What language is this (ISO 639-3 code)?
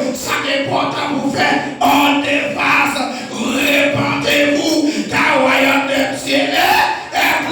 hat